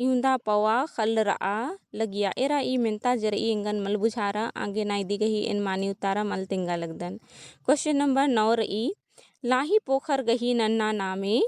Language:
Kurukh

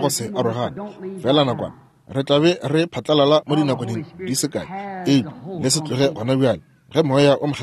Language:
Northern Sotho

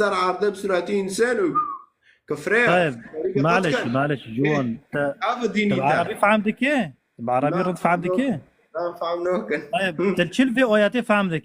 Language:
Kurdish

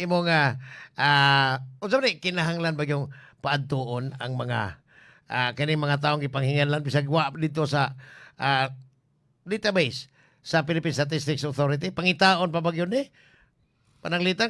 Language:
Cebuano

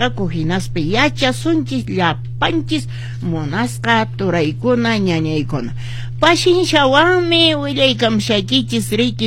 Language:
Quechua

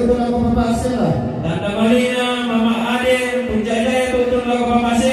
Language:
Toraja-Sa'dan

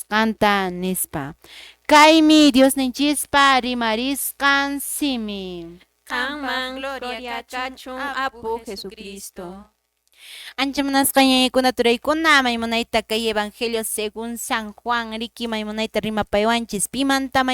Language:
Quechua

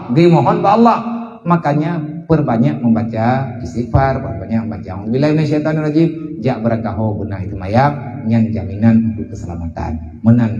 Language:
Achinese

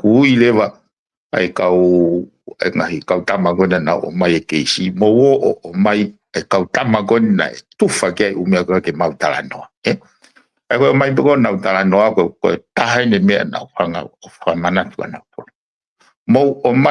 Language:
Tongan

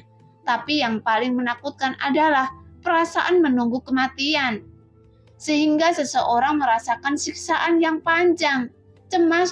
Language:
Indonesian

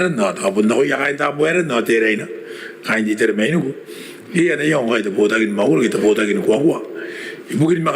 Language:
Gilbertese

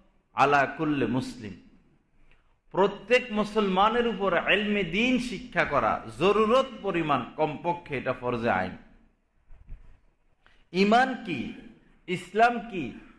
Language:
Bangla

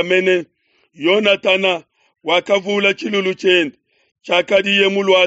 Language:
Luba-Lulua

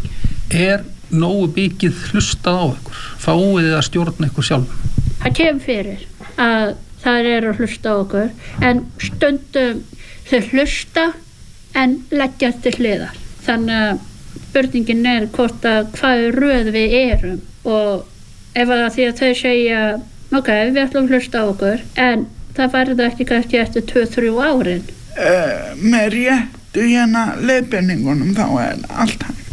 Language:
Icelandic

